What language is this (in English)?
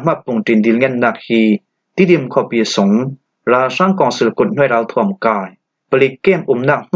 Falam Chin